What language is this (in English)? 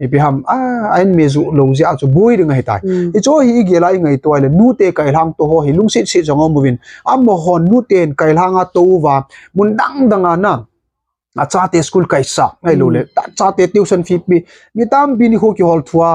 Thado Chin